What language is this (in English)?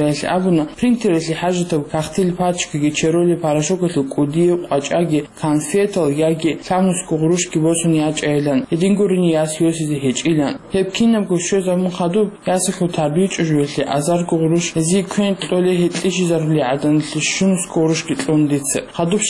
Avaric